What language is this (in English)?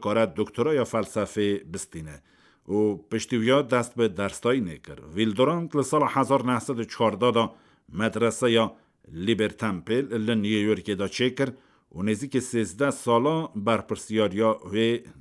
Kurdish